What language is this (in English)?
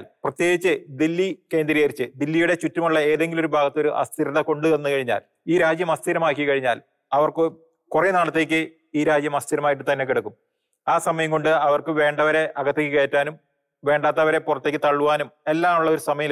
Malayalam